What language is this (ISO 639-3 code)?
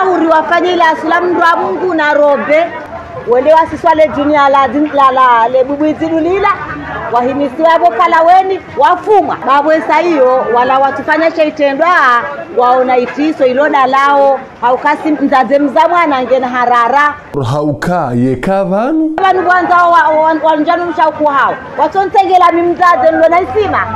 zdj